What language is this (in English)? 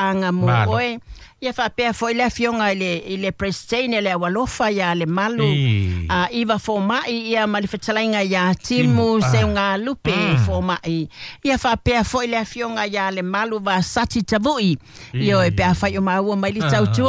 Samoan